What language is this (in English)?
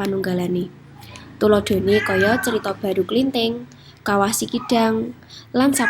Javanese